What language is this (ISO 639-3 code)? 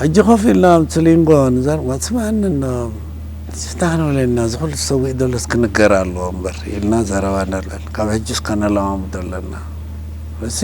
tir